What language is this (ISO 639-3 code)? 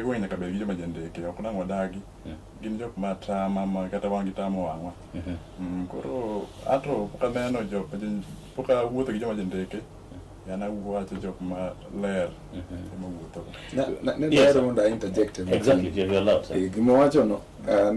luo